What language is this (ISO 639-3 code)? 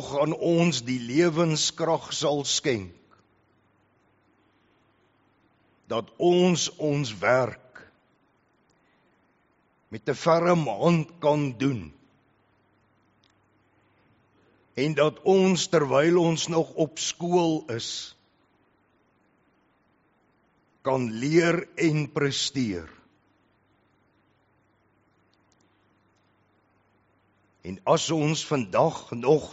afr